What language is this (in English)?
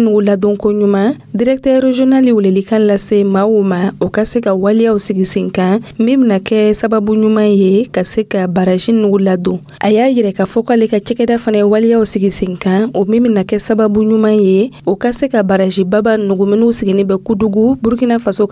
Dyula